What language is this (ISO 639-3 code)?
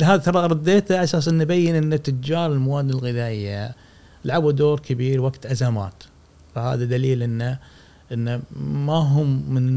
afb